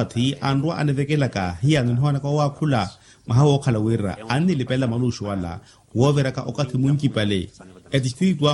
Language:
Makhuwa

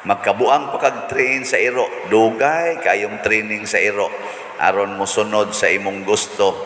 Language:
Cebuano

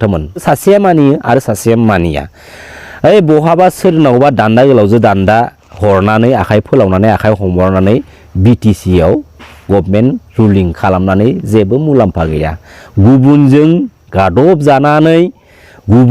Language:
Bodo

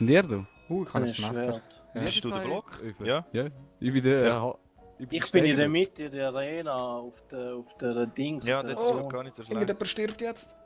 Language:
Swiss German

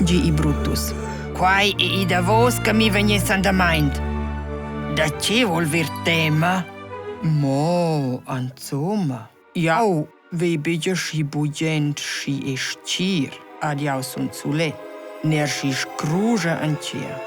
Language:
Romansh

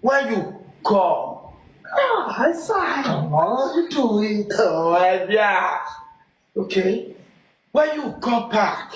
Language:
Nigerian Pidgin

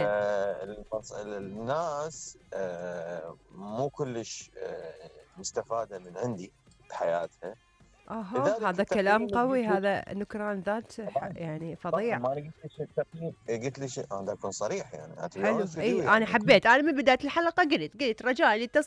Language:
Mesopotamian Arabic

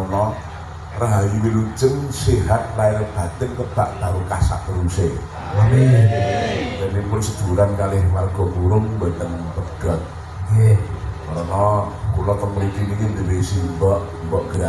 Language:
Javanese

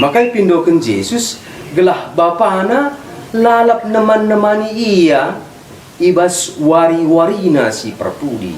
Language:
Batak Karo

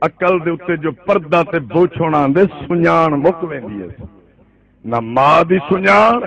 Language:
Saraiki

